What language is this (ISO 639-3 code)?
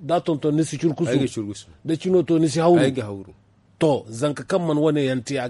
dje